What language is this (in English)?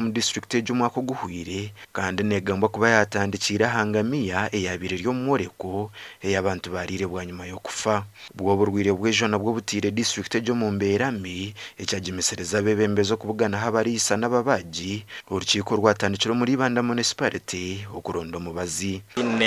Nyankole